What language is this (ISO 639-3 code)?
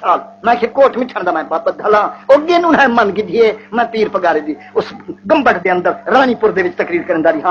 skr